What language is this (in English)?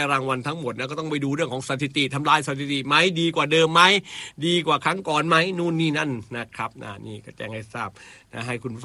Thai